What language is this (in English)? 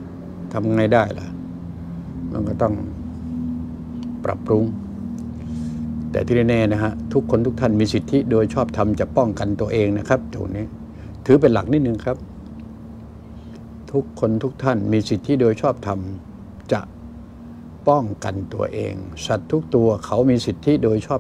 Thai